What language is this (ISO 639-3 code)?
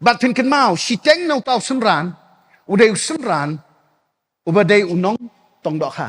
kha